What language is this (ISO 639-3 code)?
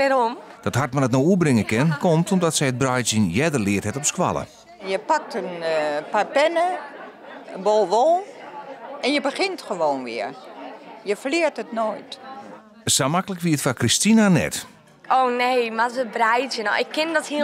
fry